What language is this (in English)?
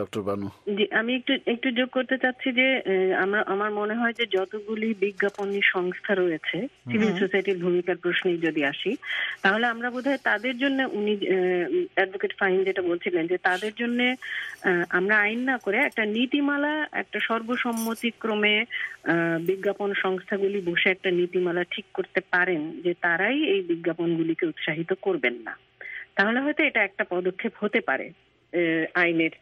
Bangla